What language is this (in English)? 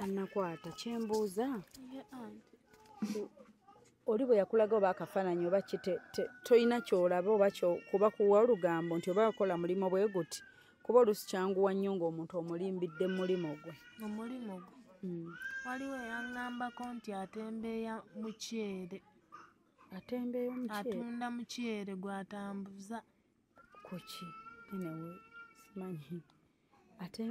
Ganda